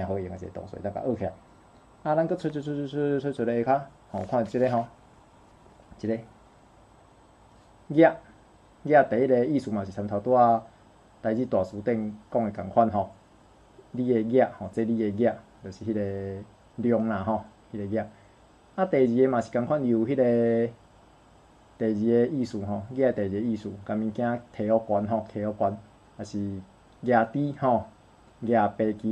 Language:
Min Nan Chinese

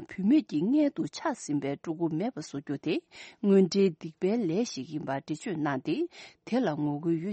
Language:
Tibetan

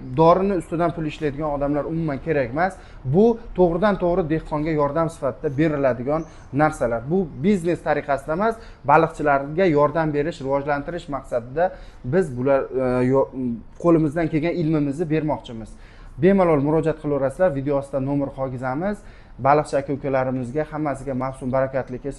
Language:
Uzbek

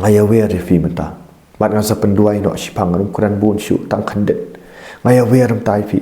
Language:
Khasi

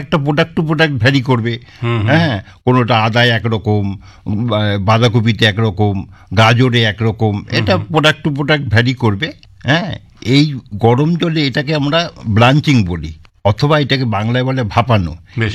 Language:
Bangla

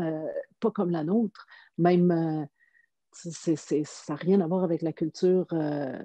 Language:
French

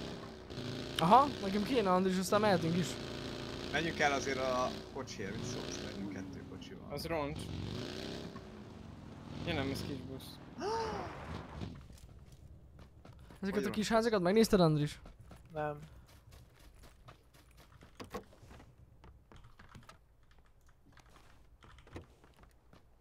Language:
Hungarian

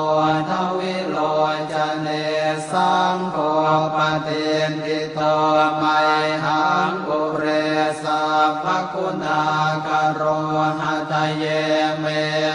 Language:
Pali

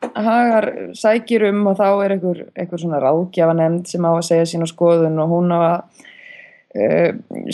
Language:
Icelandic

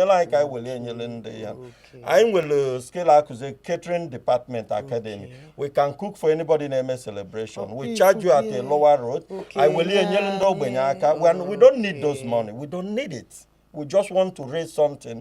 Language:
Igbo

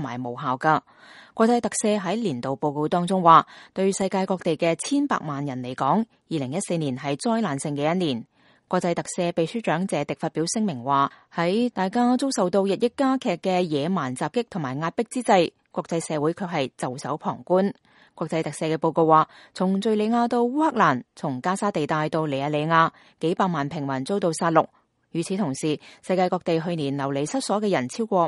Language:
Cantonese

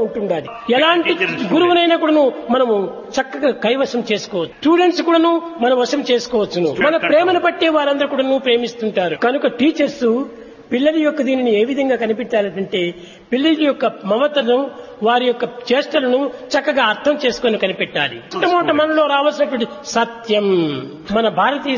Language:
Telugu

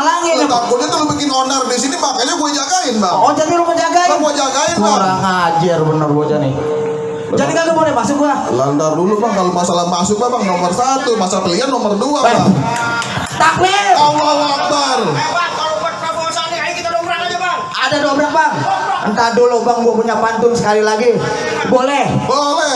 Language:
Betawi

